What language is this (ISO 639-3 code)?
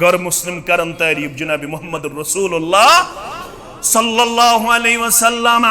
kas